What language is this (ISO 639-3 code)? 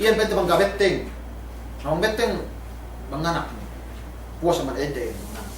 yka